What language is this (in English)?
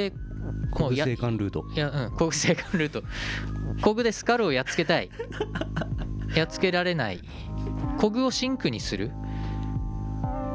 Japanese